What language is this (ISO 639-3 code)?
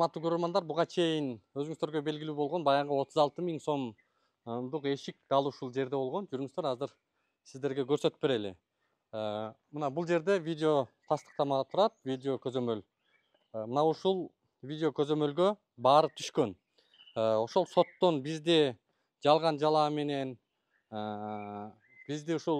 kir